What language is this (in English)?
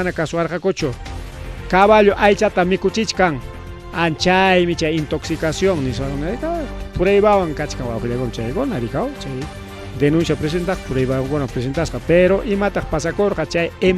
Ayacucho Quechua